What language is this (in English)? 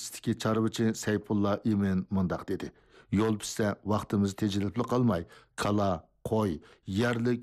Uyghur